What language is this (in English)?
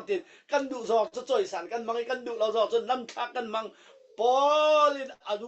Falam Chin